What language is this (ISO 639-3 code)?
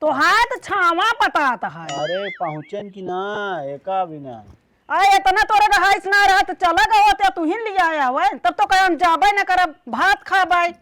awa